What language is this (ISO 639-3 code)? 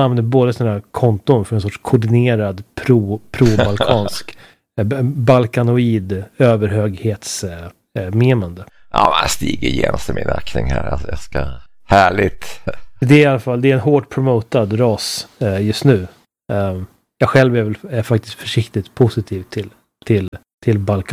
swe